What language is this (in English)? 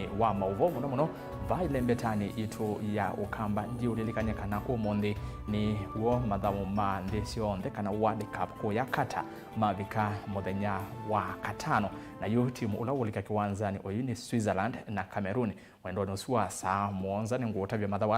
Kamba